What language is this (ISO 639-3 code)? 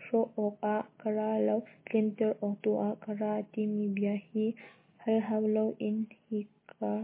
cnh